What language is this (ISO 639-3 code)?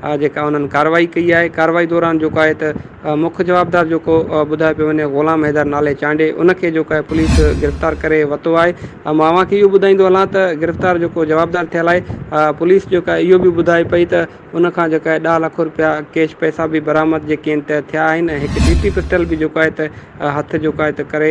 snd